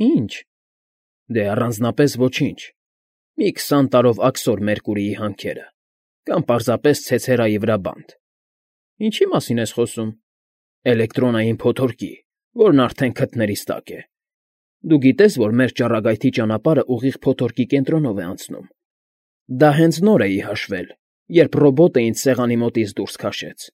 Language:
Armenian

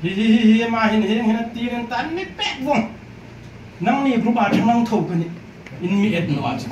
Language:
Hmar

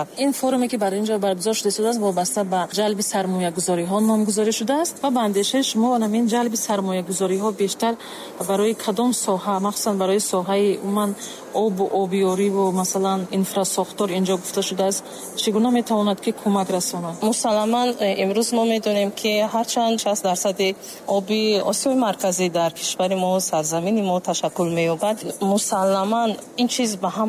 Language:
Tajik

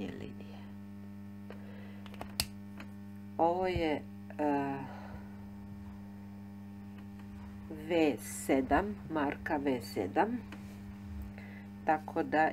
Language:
Croatian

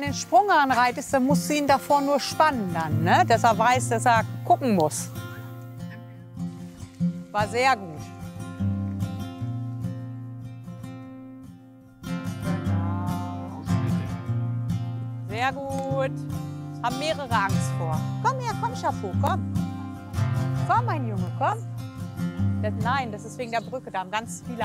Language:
German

